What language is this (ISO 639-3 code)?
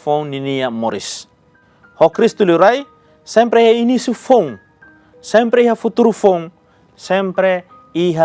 tet